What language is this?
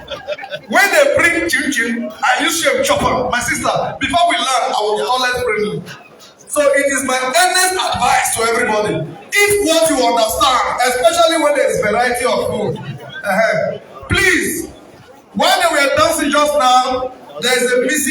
Nigerian Pidgin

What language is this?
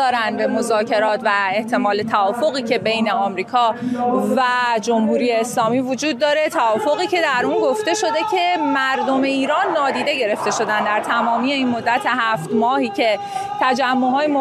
Persian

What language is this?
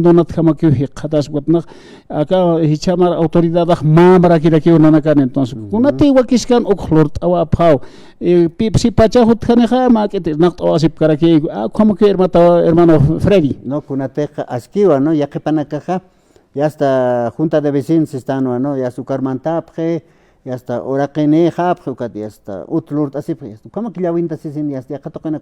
Aymara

